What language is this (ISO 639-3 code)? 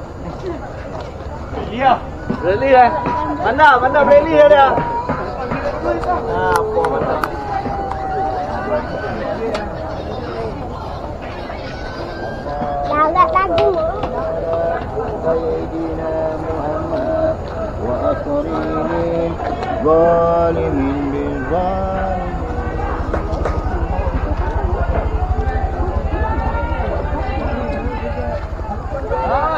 msa